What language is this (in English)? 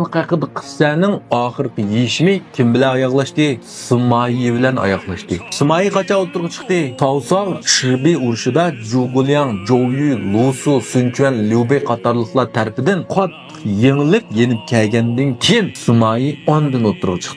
Uyghur